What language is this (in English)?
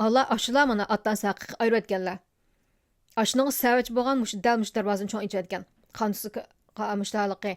Uyghur